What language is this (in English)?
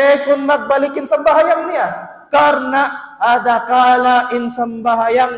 Tausug